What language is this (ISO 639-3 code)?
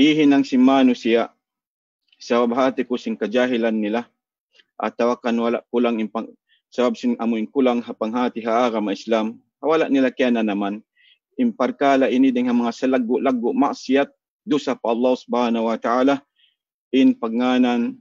tsg